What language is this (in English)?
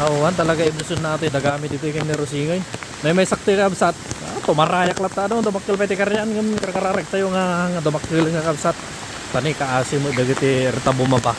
Iloko